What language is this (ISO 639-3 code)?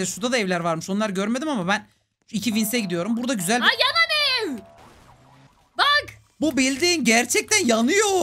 tur